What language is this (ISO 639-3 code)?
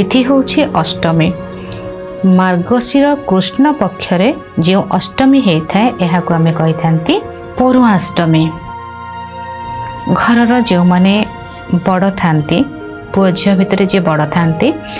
ori